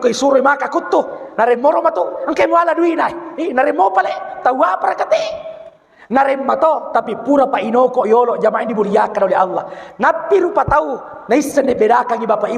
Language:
Buginese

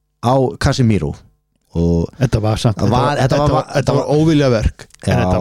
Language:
Icelandic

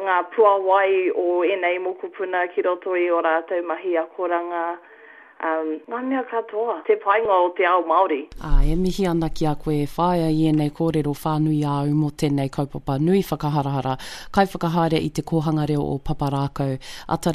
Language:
Māori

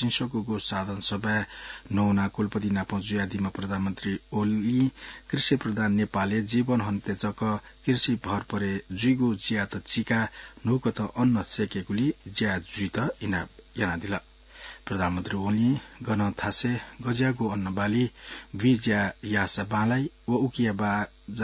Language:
Newari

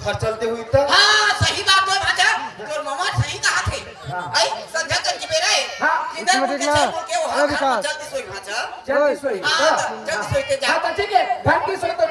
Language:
Chhattisgarhi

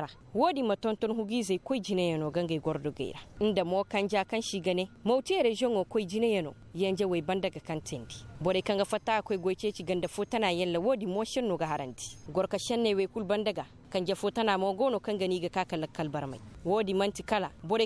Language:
Koyraboro Senni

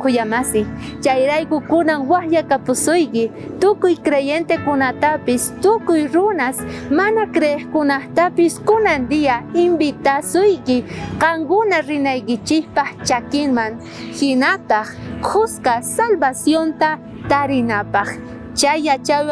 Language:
South Bolivian Quechua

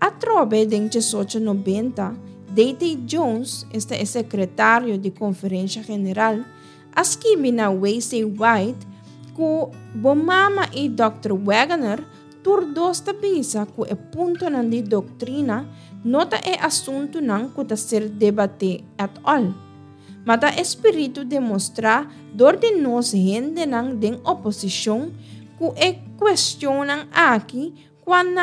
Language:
Papiamento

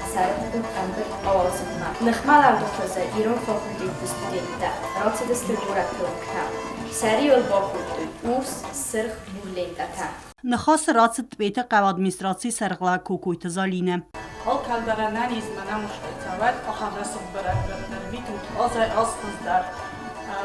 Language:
Ossetic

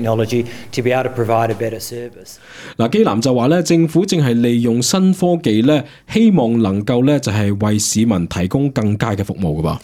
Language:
Cantonese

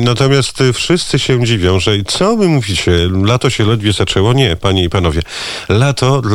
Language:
Polish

